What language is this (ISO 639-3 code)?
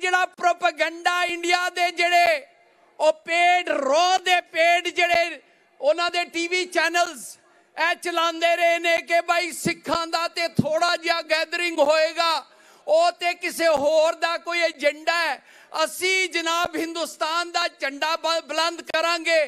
lah